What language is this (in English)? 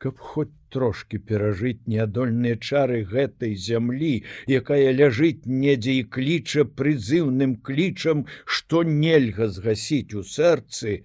Belarusian